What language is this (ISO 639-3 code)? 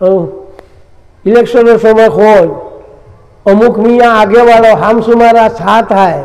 syl